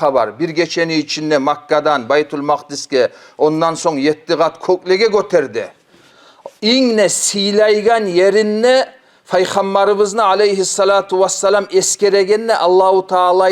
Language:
Kumyk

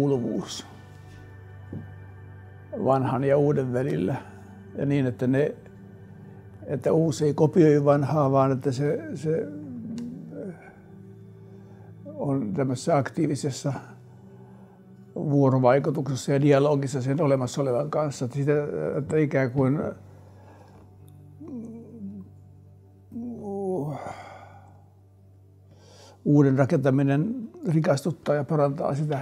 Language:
Finnish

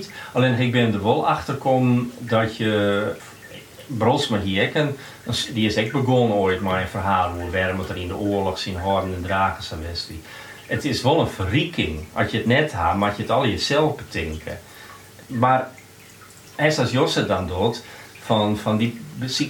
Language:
Western Frisian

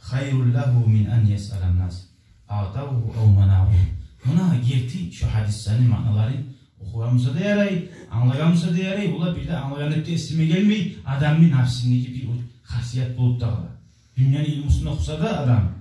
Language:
Kumyk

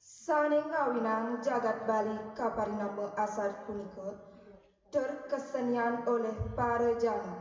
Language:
Balinese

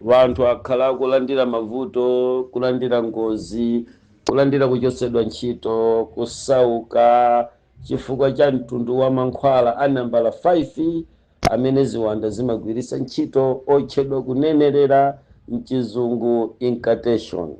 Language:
Nyanja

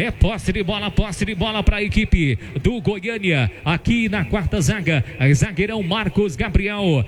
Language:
Portuguese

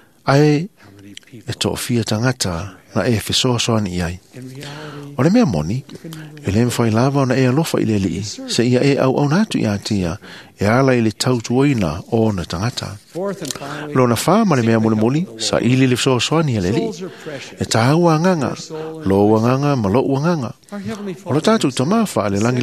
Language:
Samoan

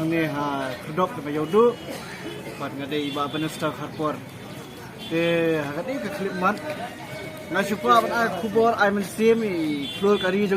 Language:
Khasi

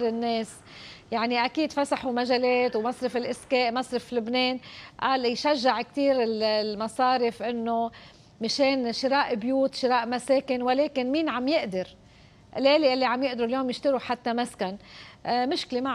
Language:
North Levantine Arabic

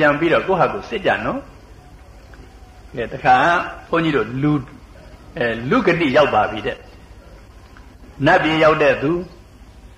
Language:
Burmese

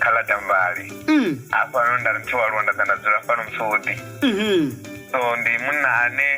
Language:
Venda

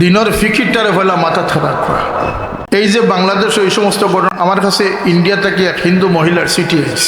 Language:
Sylheti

